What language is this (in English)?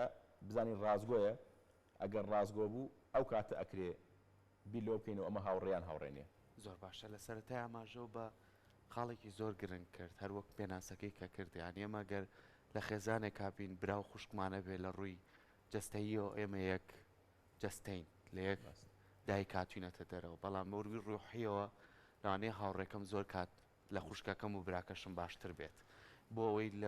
Central Kurdish